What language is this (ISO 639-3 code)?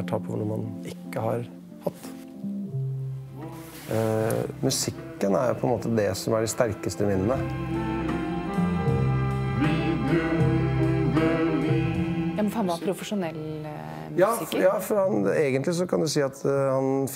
nor